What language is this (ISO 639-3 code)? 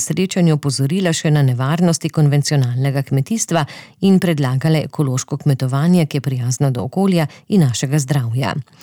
slv